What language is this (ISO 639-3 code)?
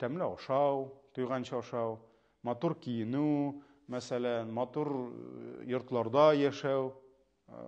tat